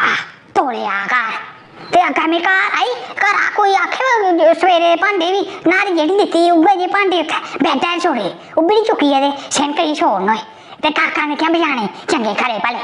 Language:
Dogri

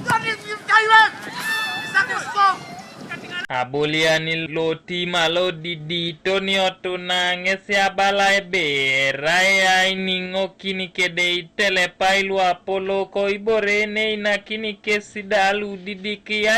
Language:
Teso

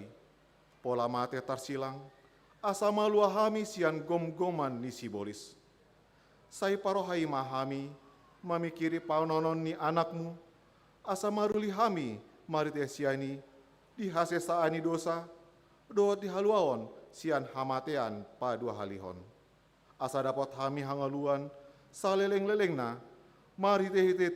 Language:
Batak Toba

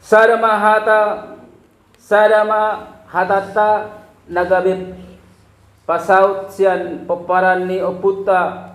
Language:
Batak Toba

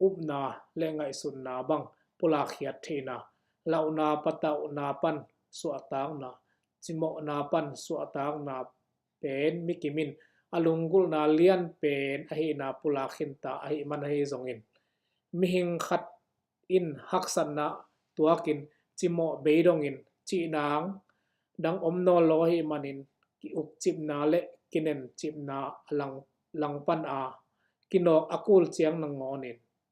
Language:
Tedim Chin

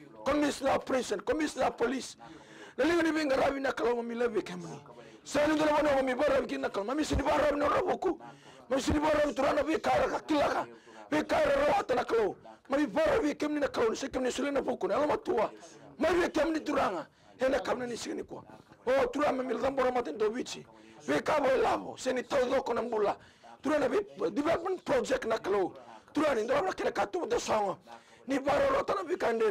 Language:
Fijian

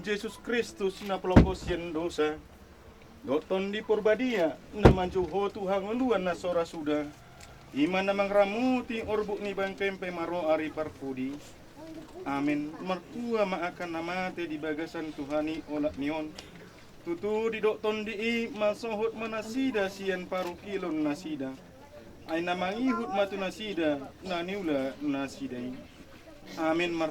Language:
Batak Toba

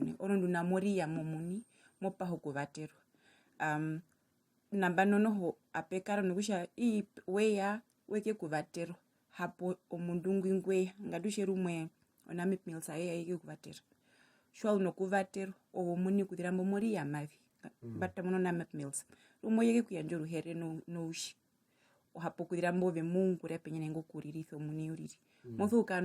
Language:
Herero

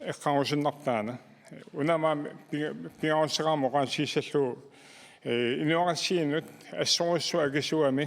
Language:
Kalaallisut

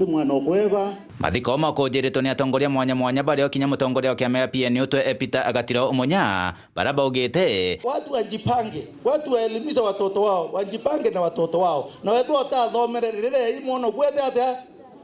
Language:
Meru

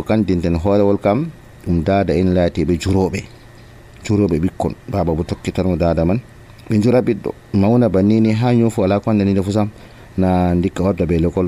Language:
Nigerian Fulfulde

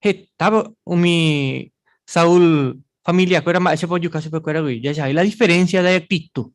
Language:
Guarani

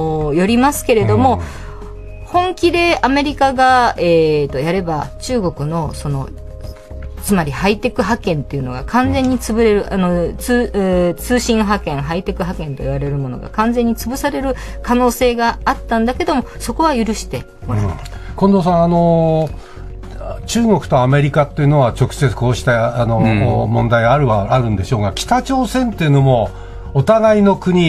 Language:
Japanese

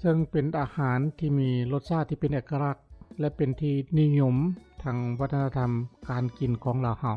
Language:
Lao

